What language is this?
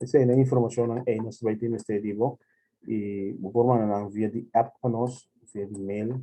Papiamento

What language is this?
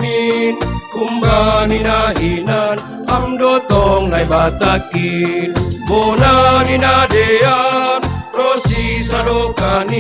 Batak Simalungun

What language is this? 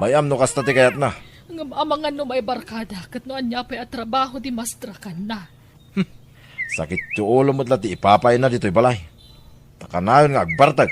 Iloko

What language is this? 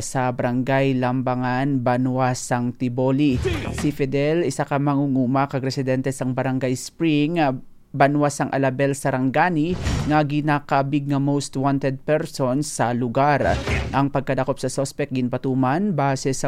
Hiligaynon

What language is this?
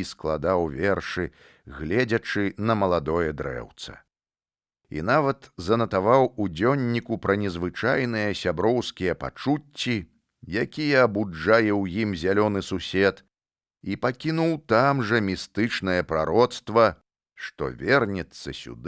Belarusian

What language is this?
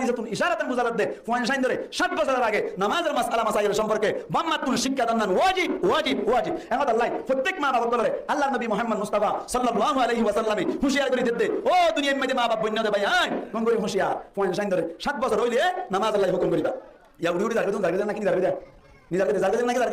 Rohingya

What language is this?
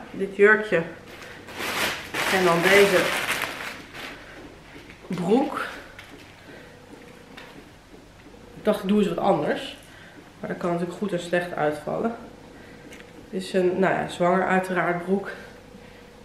Dutch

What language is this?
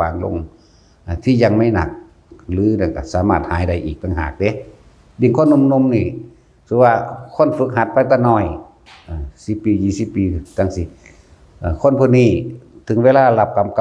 Northeastern Thai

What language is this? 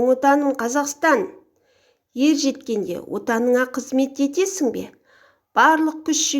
Kazakh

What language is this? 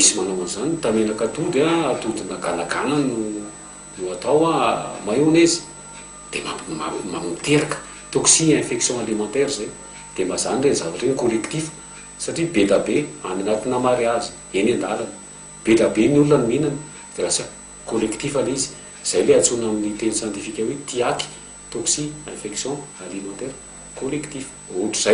Malagasy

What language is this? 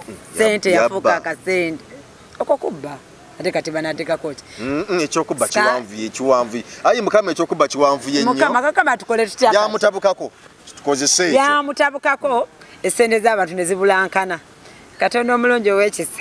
Ganda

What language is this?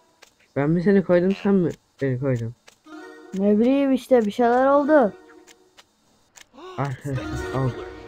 Turkish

